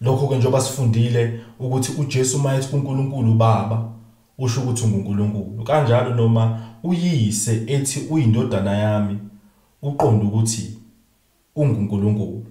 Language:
Zulu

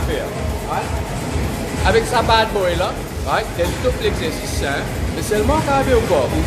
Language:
Morisyen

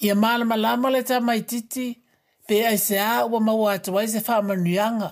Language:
Samoan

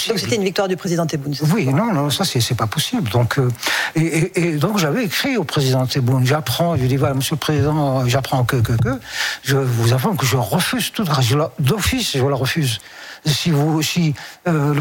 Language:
French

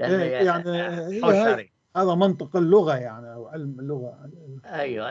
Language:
North Levantine Arabic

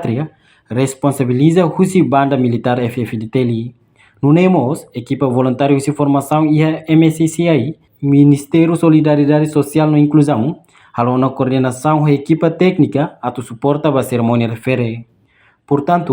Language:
Tetum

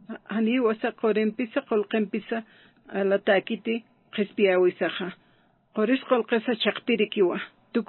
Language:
Aymara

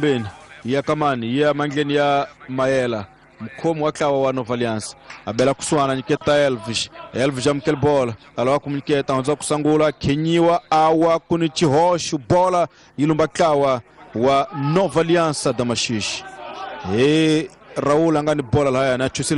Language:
Tsonga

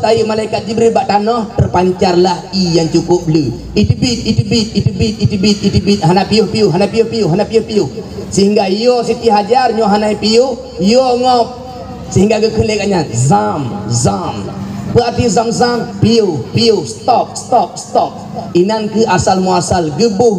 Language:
Achinese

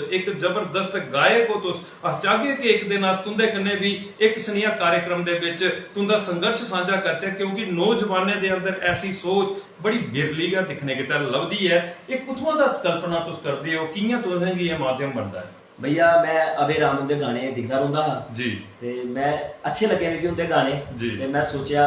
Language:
Dogri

